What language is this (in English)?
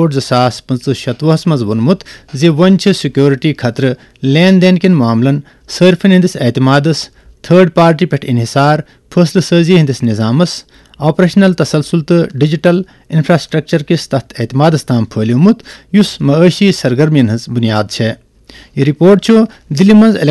Kashmiri